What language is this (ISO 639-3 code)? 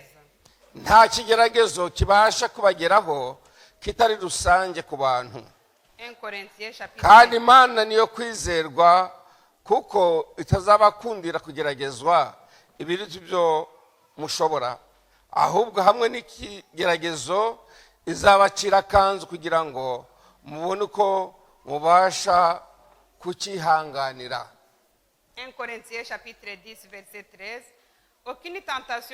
kin